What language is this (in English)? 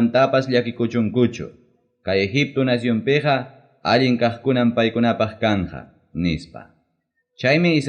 Ayacucho Quechua